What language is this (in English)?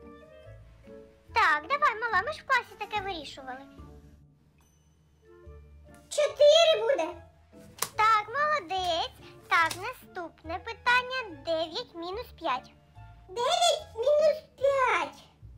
Ukrainian